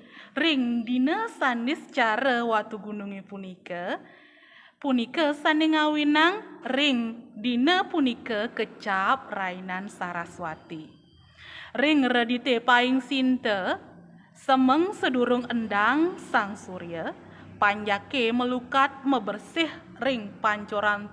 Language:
Balinese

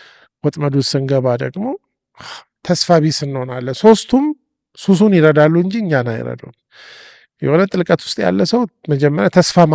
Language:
Amharic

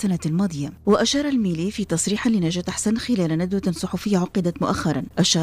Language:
Tunisian Arabic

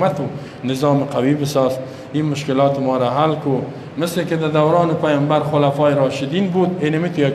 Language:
Persian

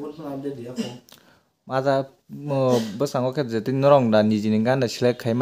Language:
Kok Borok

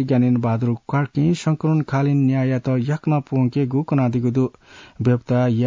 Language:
Newari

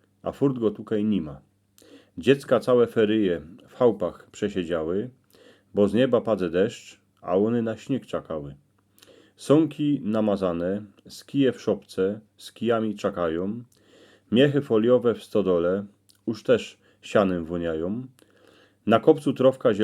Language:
Silesian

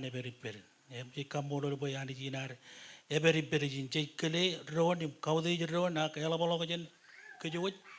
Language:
Marshallese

